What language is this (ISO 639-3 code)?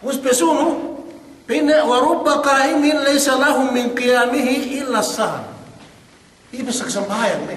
yka